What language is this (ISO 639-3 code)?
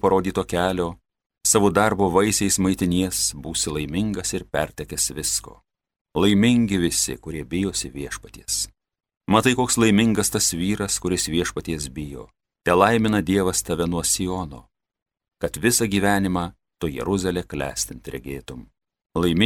lit